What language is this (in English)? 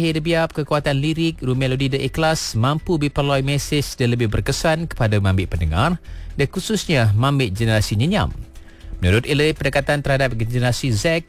Malay